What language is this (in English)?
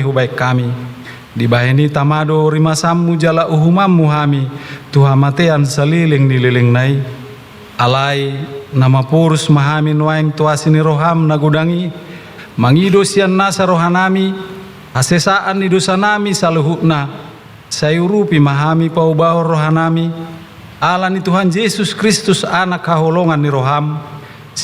Batak Toba